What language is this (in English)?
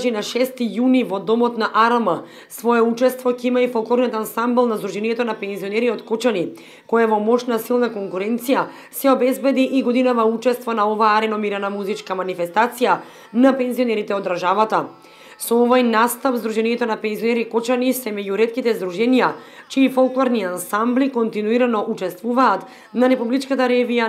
Macedonian